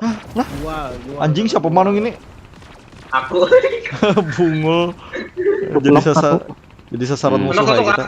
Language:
Banjar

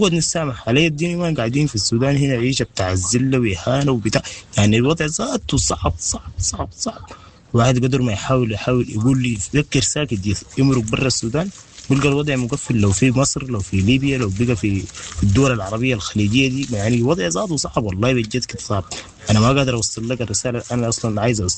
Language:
Sudanese Arabic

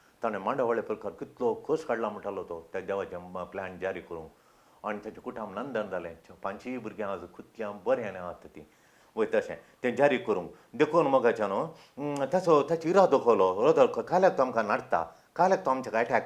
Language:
Konkani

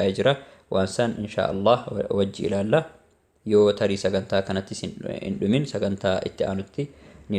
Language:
Oromo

